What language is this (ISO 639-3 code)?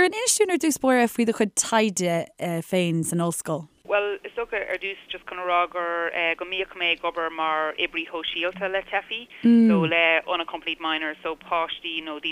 gle